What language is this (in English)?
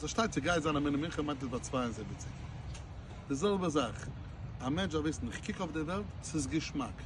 Yiddish